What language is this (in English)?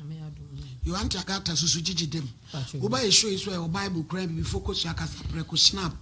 Akan